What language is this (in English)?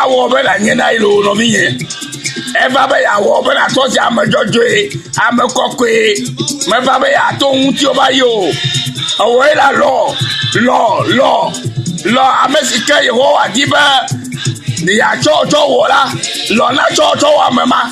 Ewe